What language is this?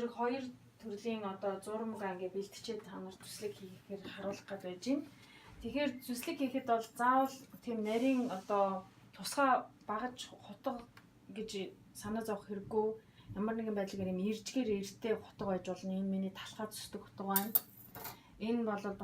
Mongolian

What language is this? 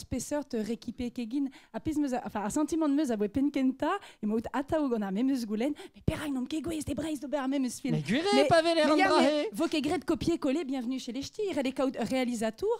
Breton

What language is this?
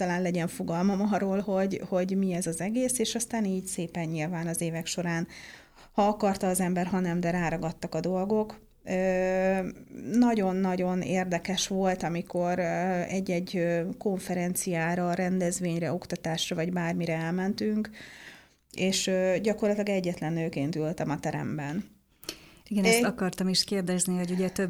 Hungarian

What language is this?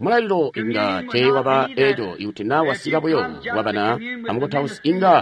Tonga (Zambia)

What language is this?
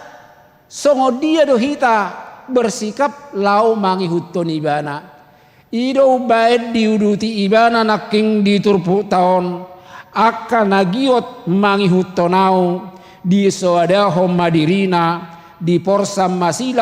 Batak Toba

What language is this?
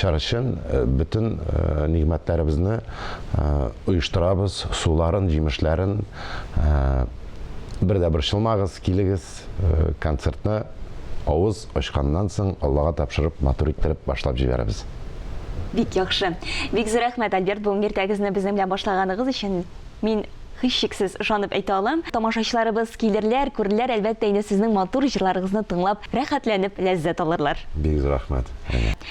Tatar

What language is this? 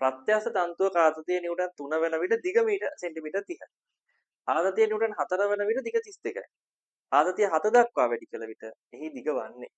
Sinhala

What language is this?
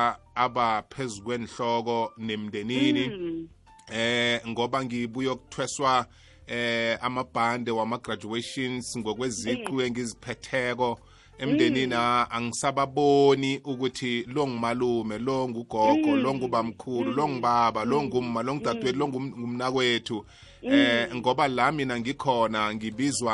South Ndebele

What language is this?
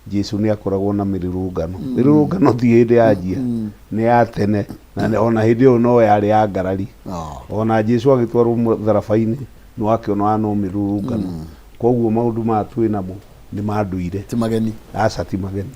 Kikuyu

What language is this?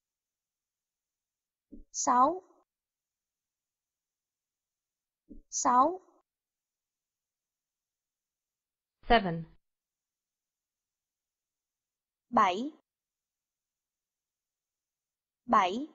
Vietnamese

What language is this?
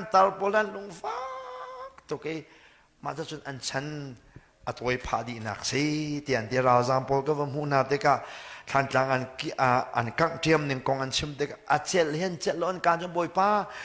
Hakha Chin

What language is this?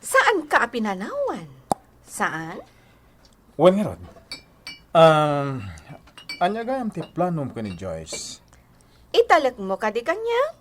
Iloko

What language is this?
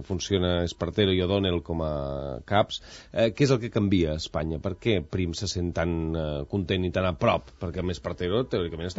Catalan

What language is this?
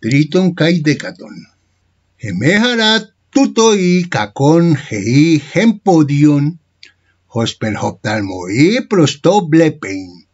Ancient Greek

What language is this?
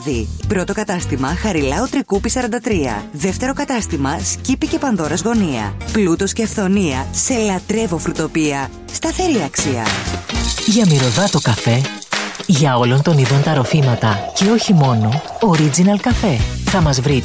Greek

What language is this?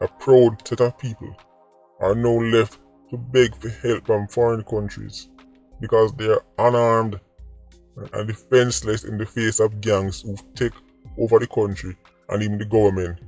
Jamaican Creole English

